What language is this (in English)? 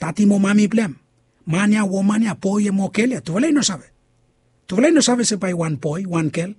Bislama